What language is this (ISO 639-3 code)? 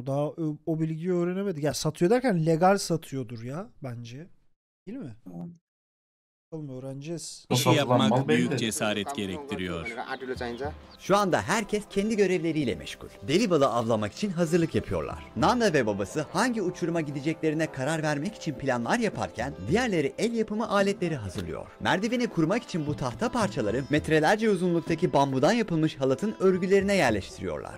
tur